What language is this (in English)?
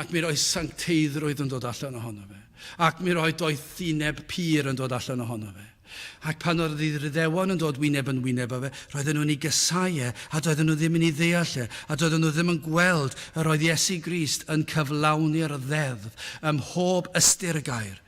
Welsh